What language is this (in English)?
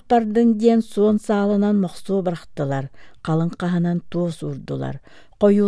Yakut